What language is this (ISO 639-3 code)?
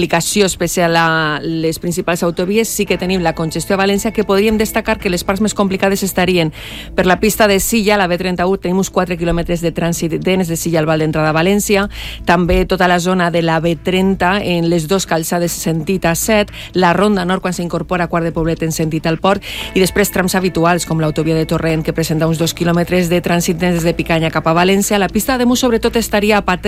cat